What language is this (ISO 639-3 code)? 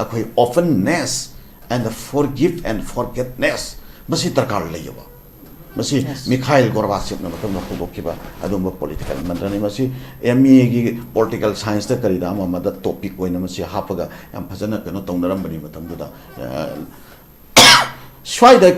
mni